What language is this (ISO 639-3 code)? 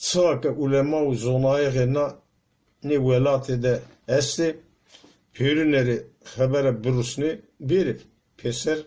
zza